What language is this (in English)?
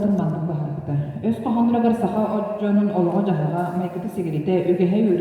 Yakut